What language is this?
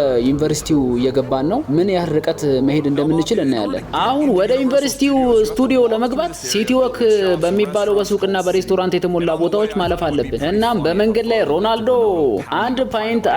Amharic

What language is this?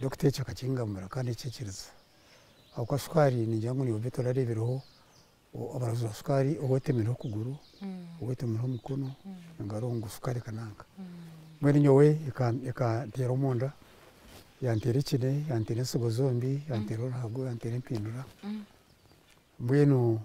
Nyankole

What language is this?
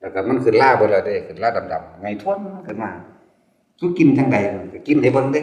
Northeastern Thai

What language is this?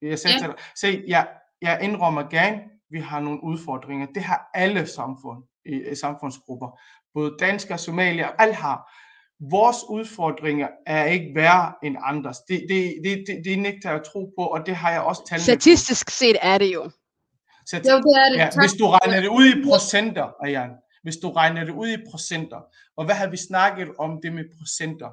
Danish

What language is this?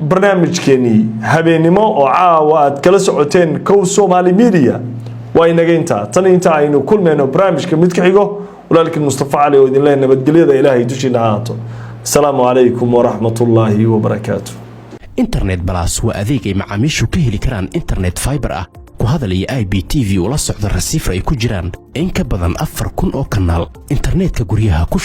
Somali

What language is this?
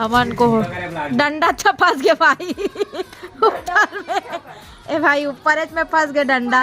Chhattisgarhi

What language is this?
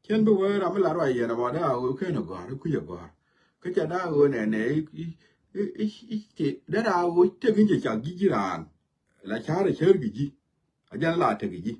Nuer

